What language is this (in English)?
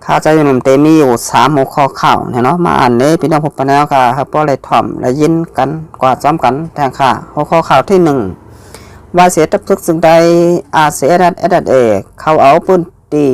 Shan